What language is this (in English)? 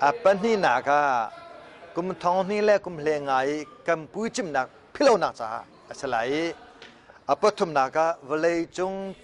Hakha Chin